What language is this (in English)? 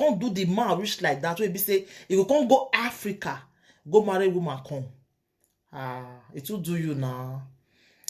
Nigerian Pidgin